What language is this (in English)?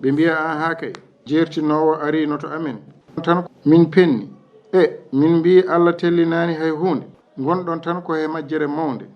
Fula